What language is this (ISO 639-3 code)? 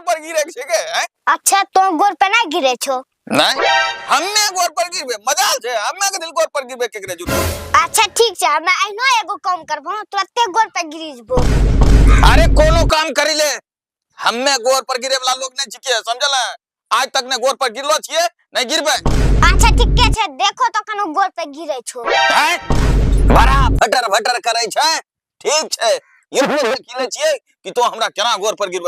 anp